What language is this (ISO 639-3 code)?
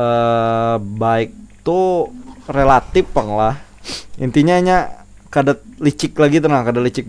bjn